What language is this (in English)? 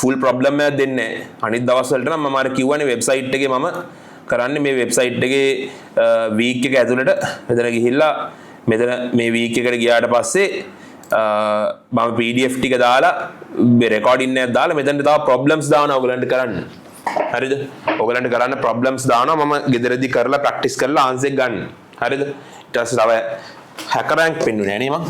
Sinhala